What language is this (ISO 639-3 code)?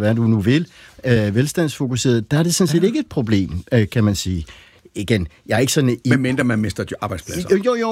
dan